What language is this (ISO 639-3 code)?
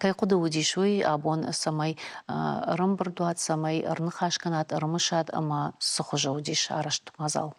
oss